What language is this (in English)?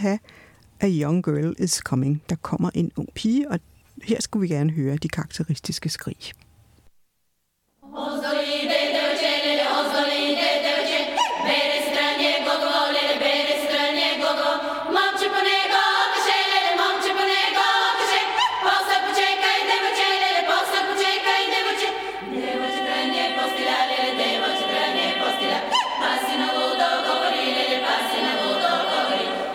Danish